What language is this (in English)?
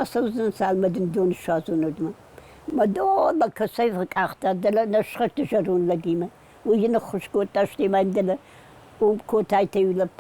Ossetic